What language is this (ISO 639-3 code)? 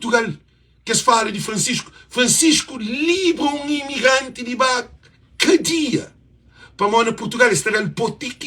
kea